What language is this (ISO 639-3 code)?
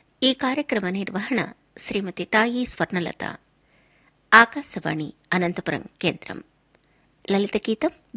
tel